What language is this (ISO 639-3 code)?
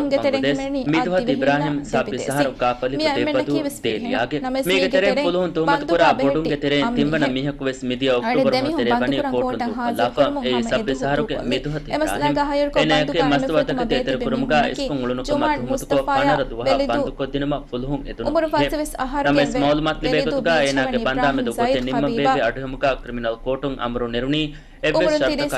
div